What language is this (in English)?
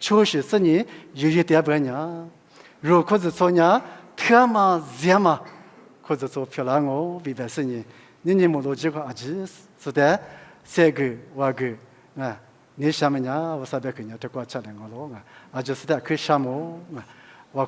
Lisu